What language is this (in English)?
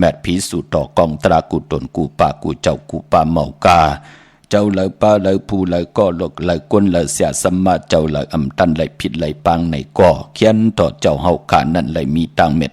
Shan